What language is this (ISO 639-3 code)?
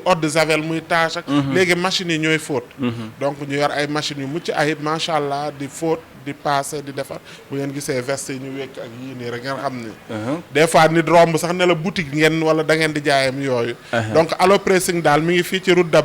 wol